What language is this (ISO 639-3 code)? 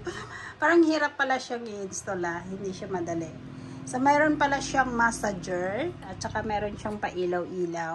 fil